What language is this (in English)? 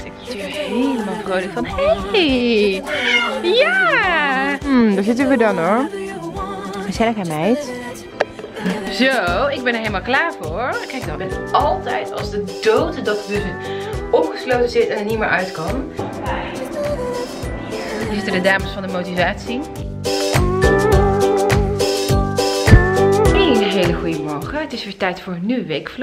Dutch